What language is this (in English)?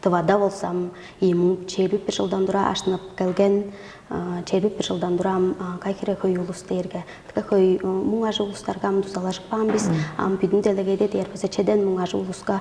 Tuvinian